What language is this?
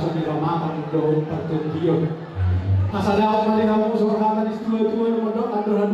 Batak Toba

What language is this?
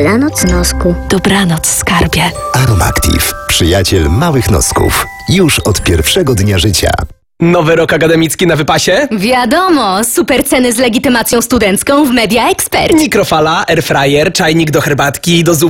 Polish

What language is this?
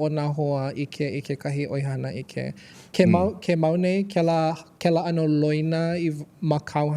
Hawaiian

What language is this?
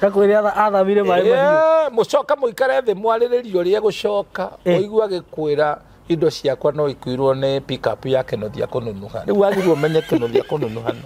Kikuyu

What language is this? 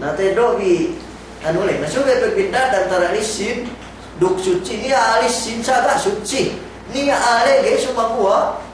Yakan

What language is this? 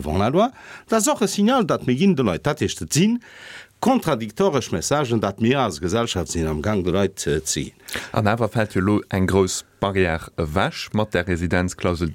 Luxembourgish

